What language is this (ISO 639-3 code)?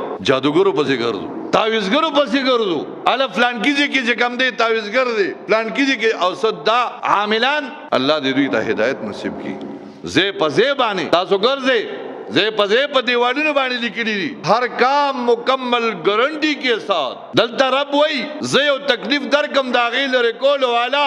pus